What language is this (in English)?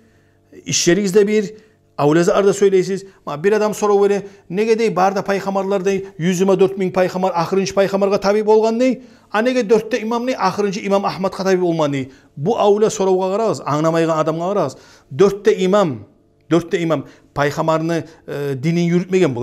Kumyk